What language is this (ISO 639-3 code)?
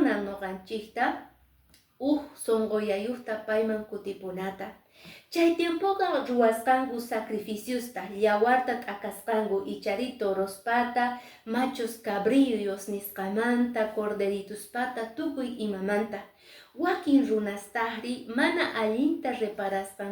que